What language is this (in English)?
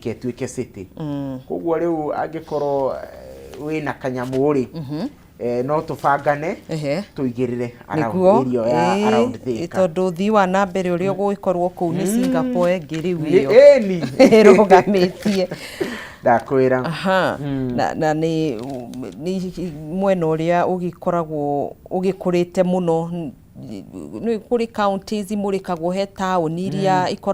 Kikuyu